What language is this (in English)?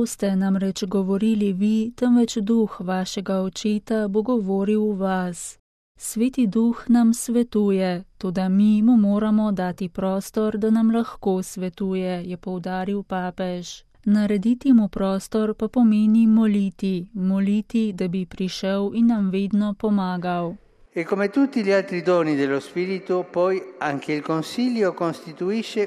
Slovenian